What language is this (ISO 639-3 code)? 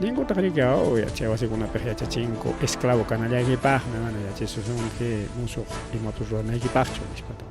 quy